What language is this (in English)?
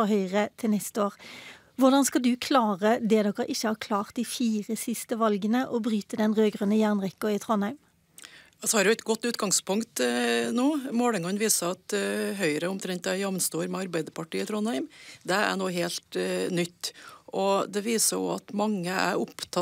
Norwegian